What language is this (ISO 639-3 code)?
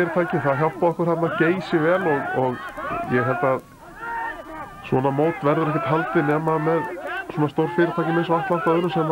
isl